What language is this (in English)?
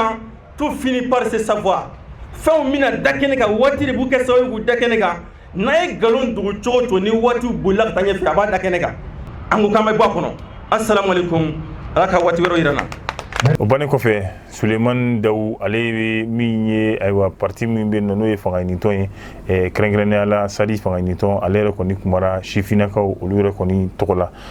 Bambara